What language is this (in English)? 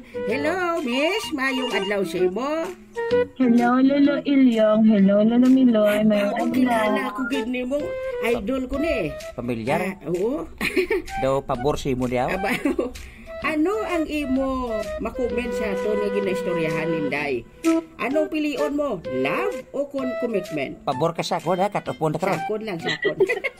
Hiligaynon